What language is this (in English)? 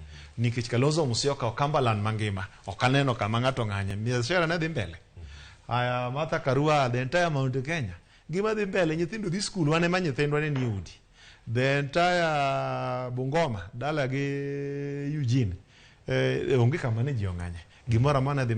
Luo (Kenya and Tanzania)